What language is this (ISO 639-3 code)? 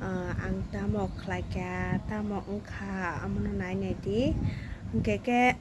trp